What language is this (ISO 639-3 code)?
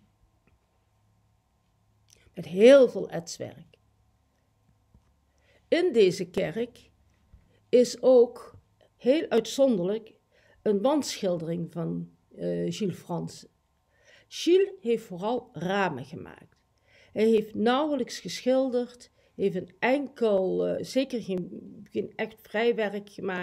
nld